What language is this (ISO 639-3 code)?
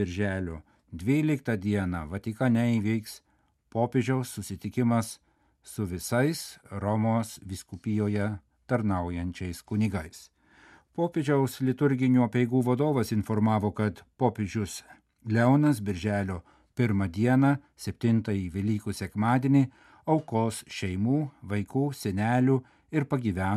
lit